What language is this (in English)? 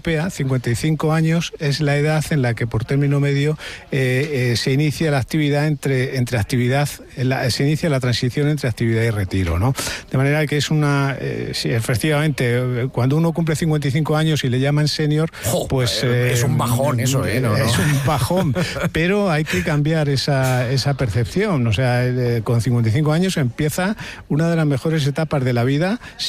Spanish